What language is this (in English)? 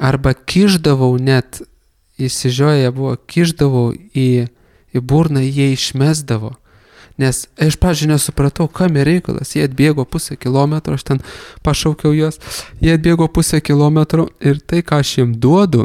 Lithuanian